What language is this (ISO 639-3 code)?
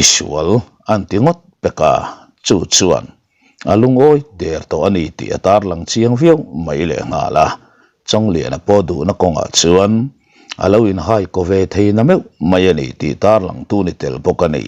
lus